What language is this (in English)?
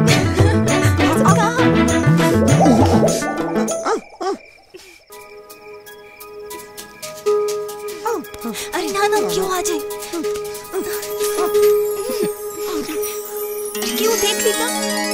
Bhojpuri